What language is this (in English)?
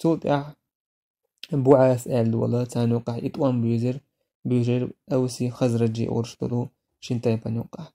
Chechen